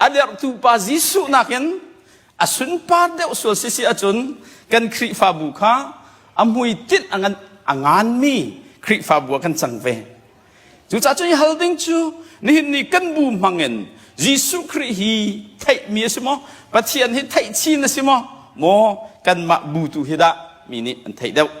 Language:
Hakha Chin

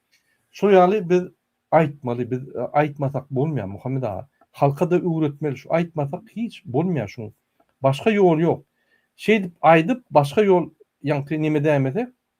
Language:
Turkmen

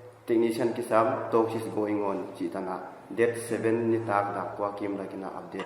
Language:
Paite Chin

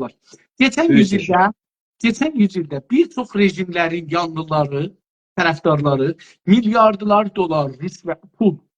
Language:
South Azerbaijani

